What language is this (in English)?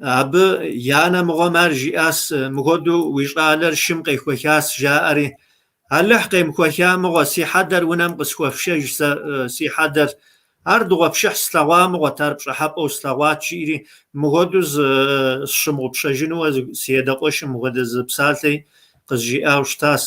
Kabardian